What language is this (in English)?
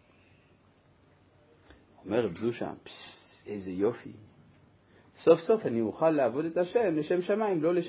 Hebrew